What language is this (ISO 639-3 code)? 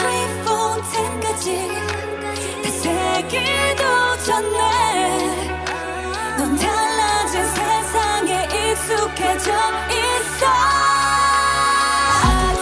kor